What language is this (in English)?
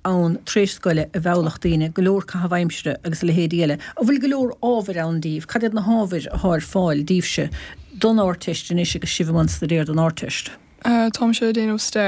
Irish